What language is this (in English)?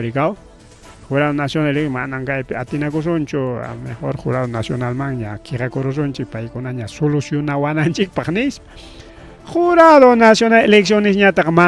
Ayacucho Quechua